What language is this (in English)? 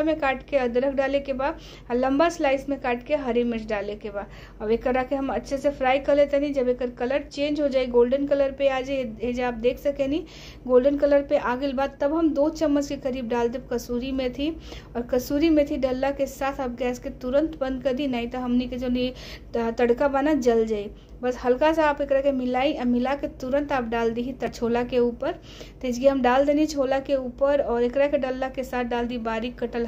Bhojpuri